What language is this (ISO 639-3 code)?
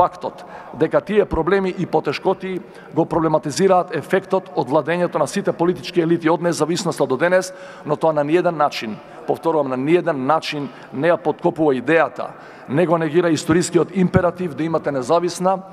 mkd